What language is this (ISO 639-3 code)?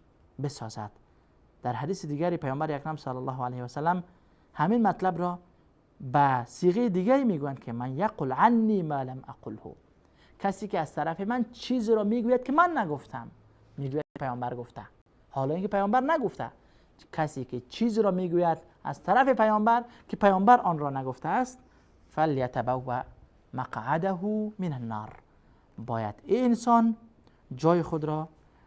fas